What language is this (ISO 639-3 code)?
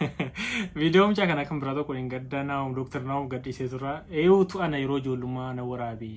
orm